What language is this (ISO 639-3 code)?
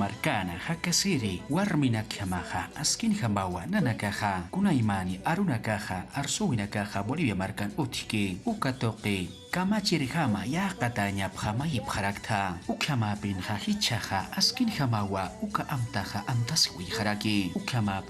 aym